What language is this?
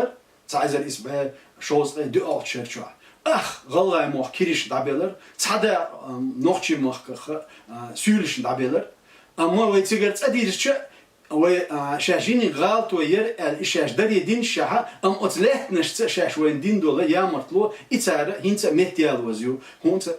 Chechen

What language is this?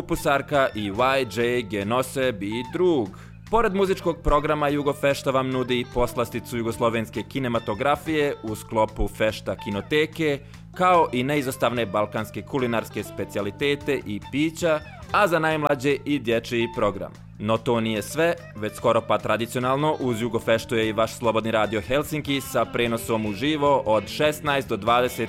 Bosnian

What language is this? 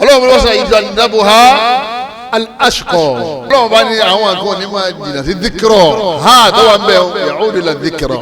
Yoruba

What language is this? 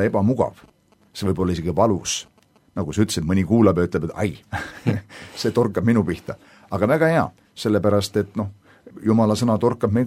Estonian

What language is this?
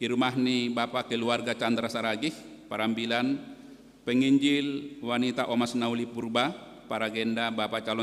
Batak Simalungun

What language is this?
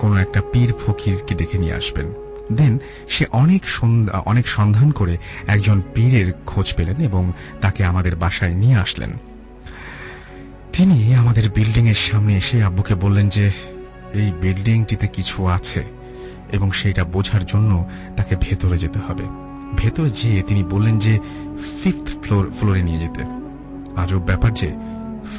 Bangla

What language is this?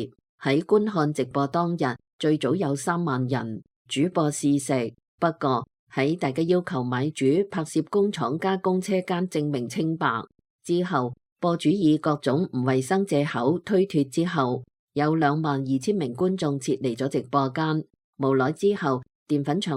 Cantonese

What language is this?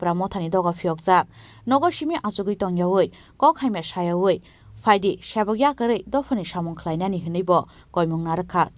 Kok Borok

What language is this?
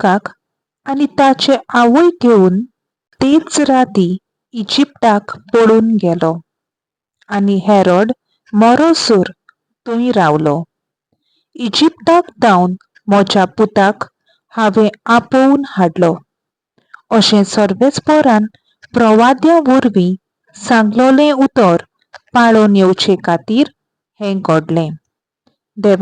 Konkani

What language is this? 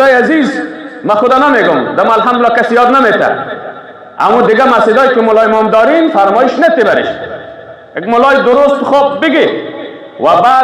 Persian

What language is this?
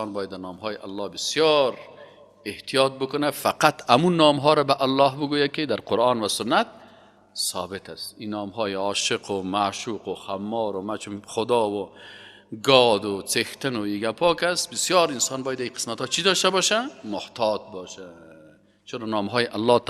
Persian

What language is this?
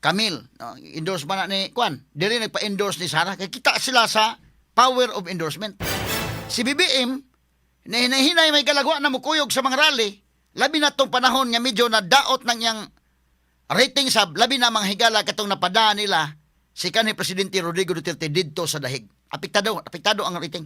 Cebuano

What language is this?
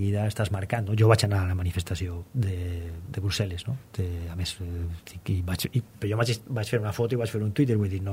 Catalan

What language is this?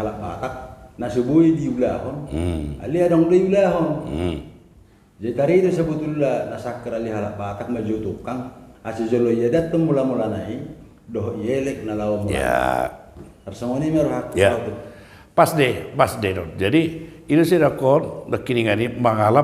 Batak Toba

